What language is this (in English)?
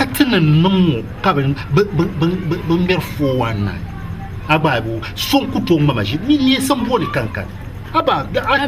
Dagbani